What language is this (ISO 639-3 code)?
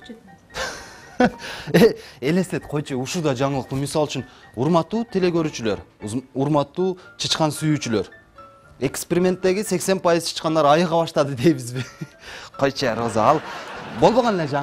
kir